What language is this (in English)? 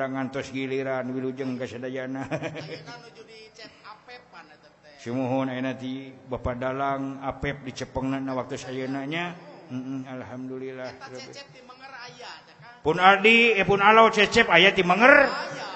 Sundanese